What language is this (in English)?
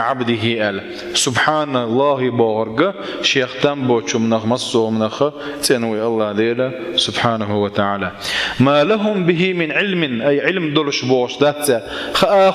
Chechen